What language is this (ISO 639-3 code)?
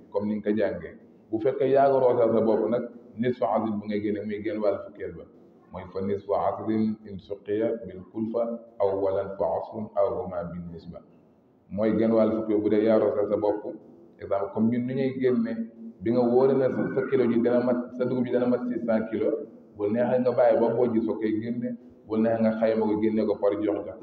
wol